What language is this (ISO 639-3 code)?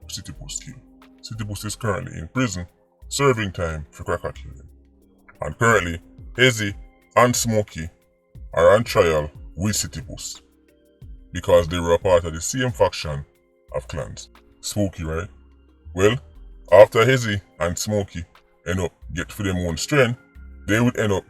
jam